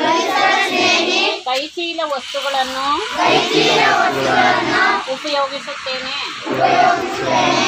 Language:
Kannada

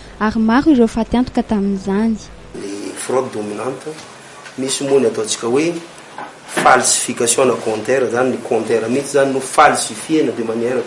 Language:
Malagasy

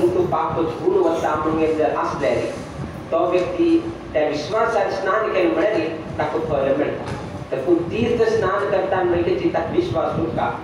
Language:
Konkani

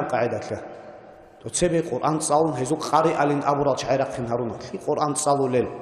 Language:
Avaric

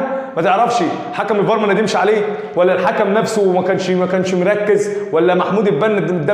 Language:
Egyptian Arabic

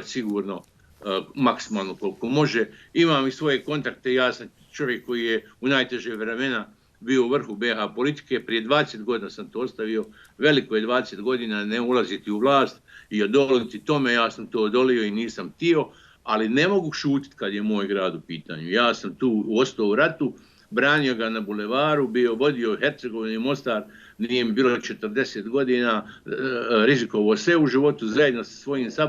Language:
Bosnian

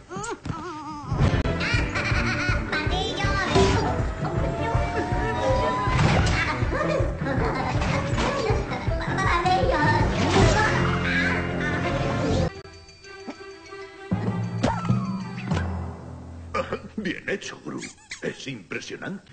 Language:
Spanish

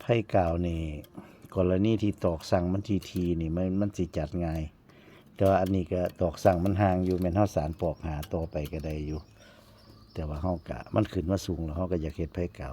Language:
Northeastern Thai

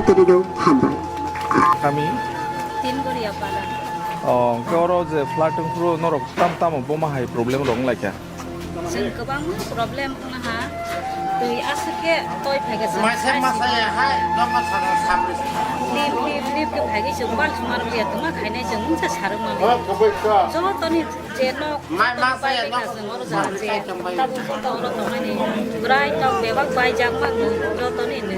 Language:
Kok Borok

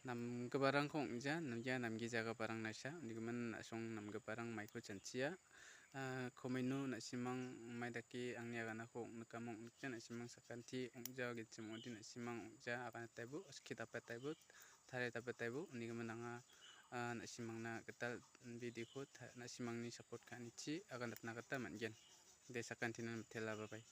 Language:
Garo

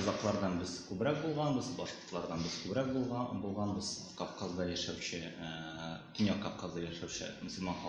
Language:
Tatar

